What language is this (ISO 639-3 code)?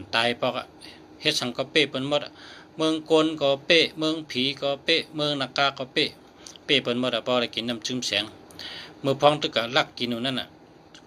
shn